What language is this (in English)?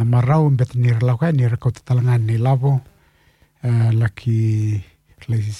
Fijian